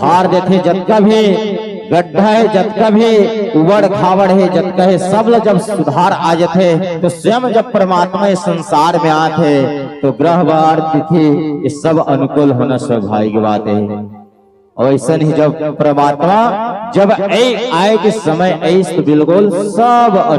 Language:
Chhattisgarhi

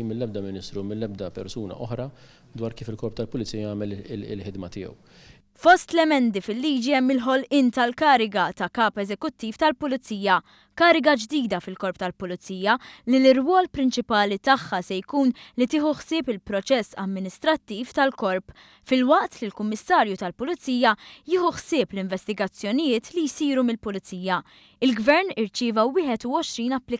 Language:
Maltese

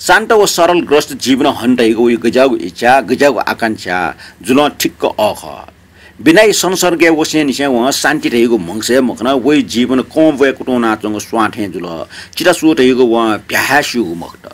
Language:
Newari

